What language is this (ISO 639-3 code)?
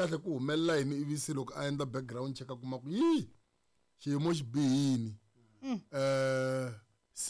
tso